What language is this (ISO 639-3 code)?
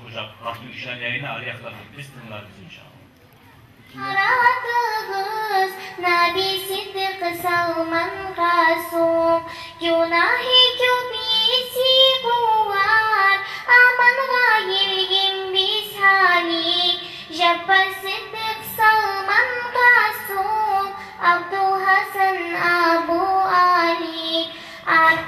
kum